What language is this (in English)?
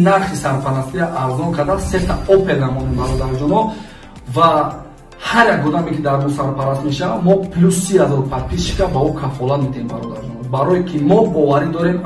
Tajik